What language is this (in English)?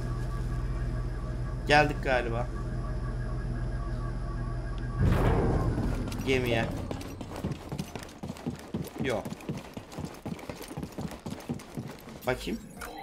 Turkish